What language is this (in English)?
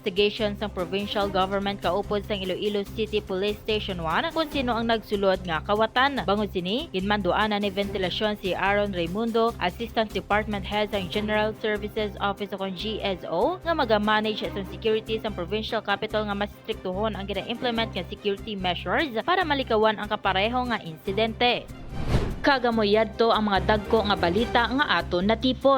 Hiligaynon